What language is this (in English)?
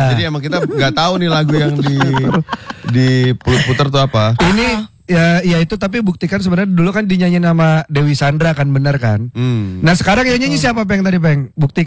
Indonesian